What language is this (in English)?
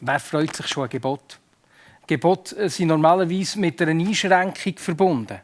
Swiss German